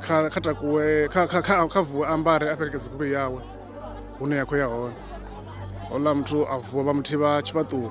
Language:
Venda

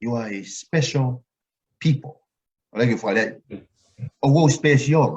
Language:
Tongan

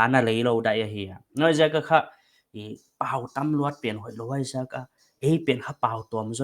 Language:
Paite Chin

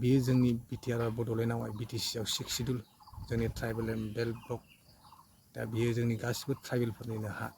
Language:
Bodo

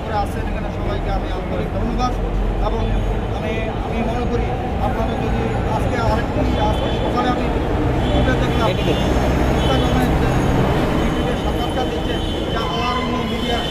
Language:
Bangla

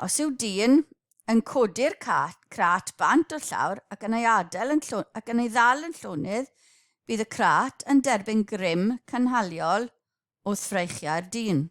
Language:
Welsh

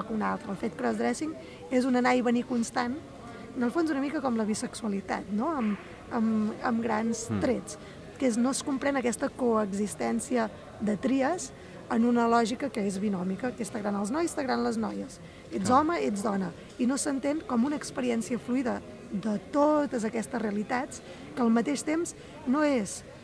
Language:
Catalan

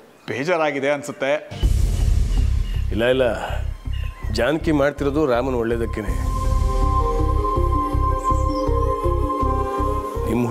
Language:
Kannada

